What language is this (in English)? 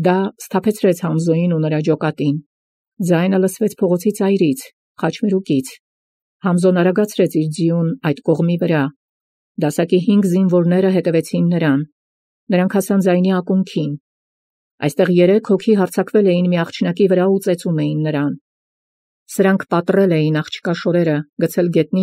Armenian